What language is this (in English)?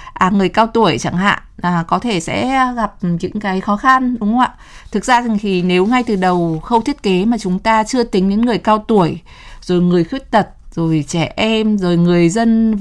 Vietnamese